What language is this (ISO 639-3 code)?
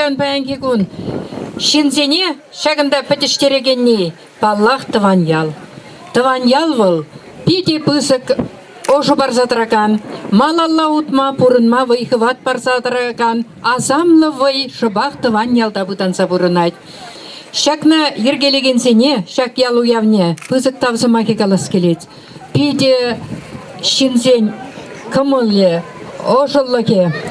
chv